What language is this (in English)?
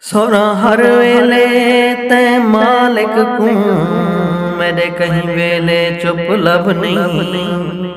Saraiki